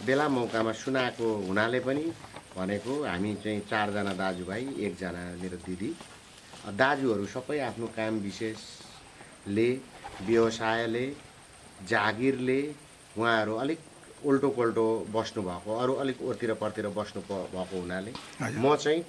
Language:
Nepali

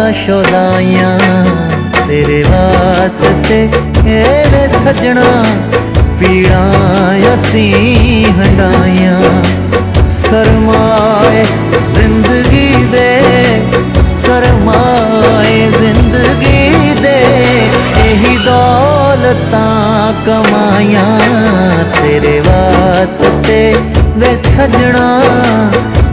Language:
Punjabi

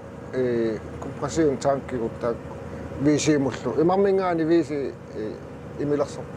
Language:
Kalaallisut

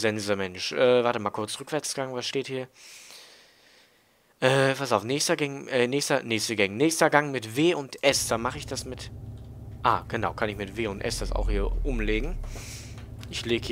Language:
German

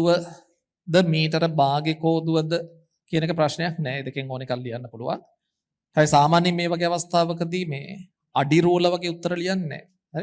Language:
Sinhala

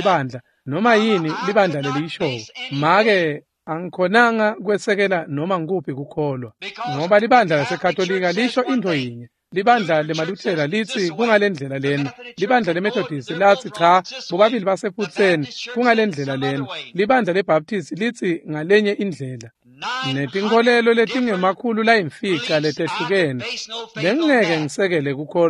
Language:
Swati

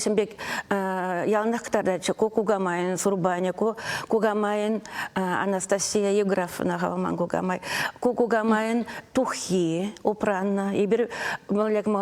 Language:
Chuvash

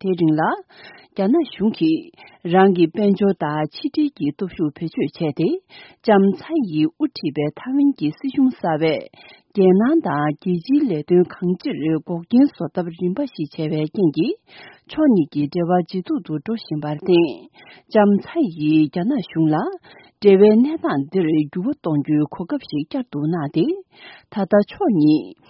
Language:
Tibetan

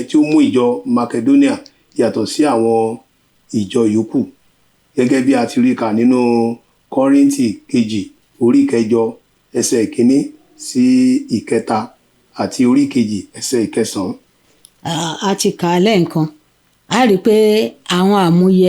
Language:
Yoruba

